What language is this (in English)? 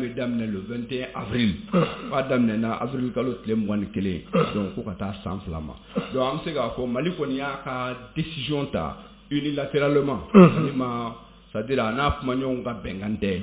Bambara